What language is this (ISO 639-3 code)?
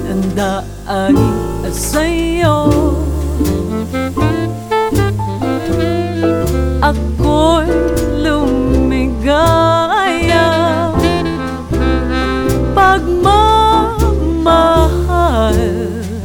fil